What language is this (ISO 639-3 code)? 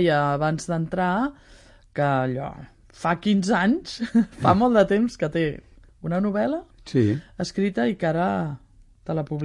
cat